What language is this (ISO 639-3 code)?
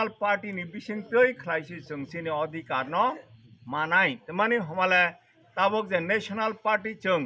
trp